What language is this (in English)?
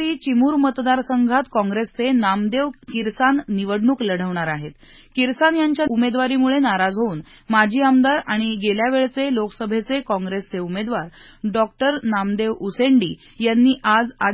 Marathi